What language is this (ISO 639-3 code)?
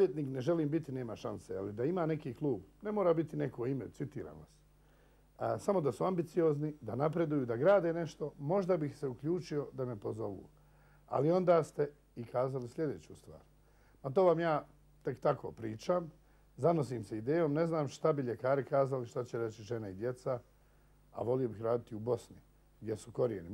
bos